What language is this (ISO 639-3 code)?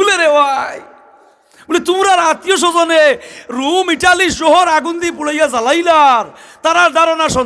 syl